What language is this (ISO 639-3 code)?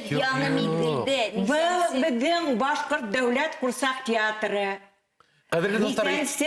bak